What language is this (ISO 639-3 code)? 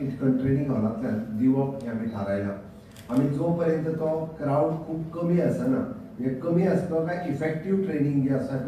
kok